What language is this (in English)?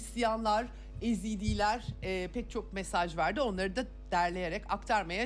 Turkish